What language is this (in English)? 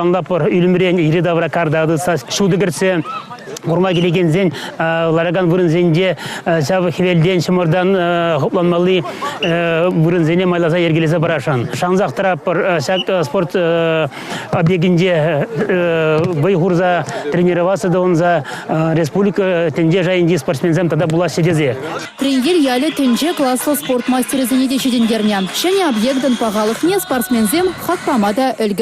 Chuvash